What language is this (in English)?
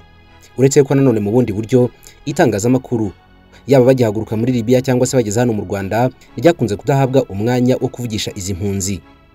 Kinyarwanda